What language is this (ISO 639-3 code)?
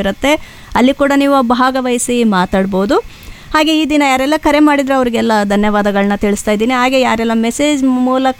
kan